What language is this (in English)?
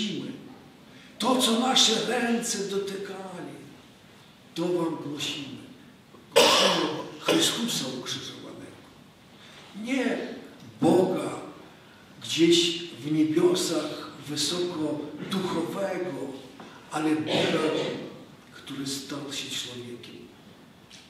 Polish